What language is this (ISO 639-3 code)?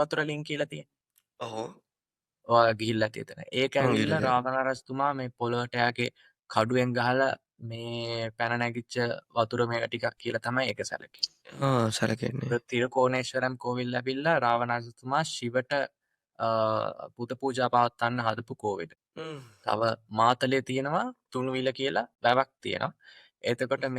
sin